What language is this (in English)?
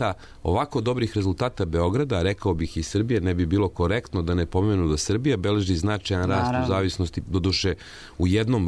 Serbian